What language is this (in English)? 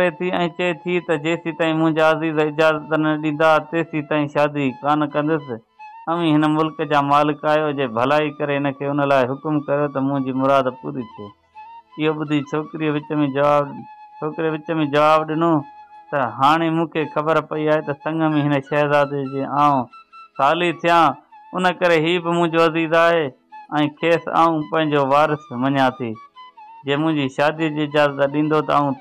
Sindhi